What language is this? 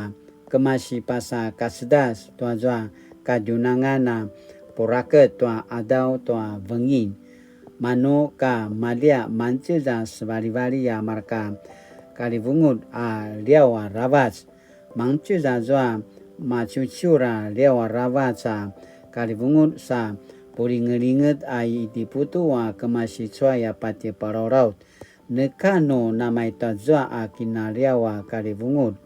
Paiwan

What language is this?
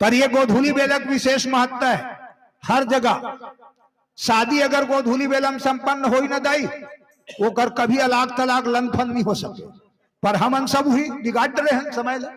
Chhattisgarhi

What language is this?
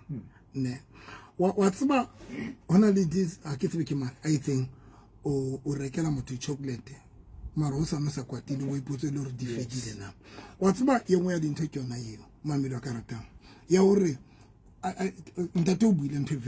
Southern Sotho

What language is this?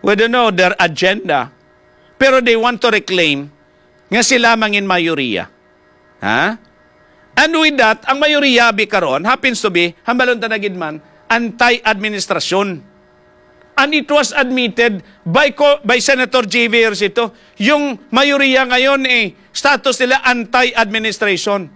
Hiligaynon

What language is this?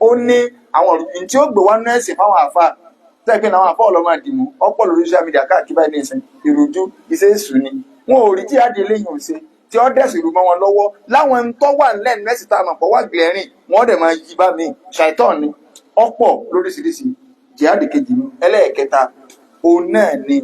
Yoruba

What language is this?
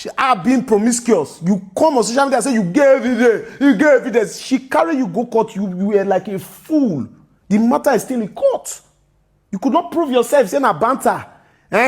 Nigerian Pidgin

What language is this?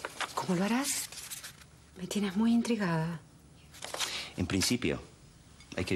Spanish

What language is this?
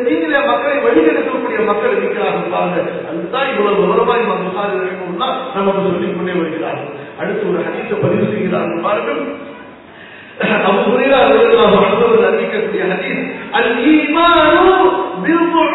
Tamil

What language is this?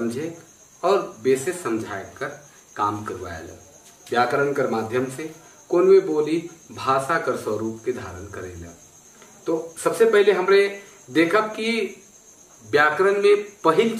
Sadri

